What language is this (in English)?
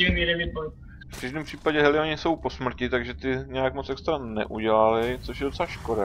Czech